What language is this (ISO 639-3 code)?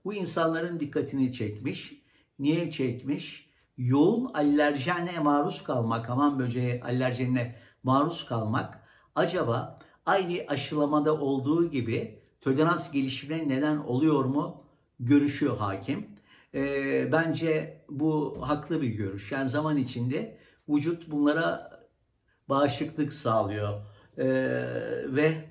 tur